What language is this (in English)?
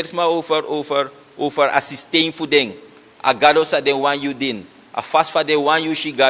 Sranan Tongo